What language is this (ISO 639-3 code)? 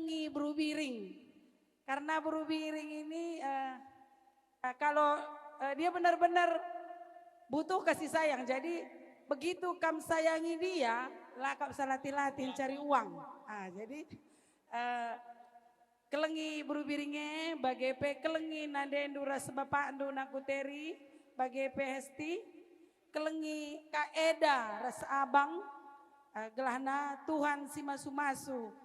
btx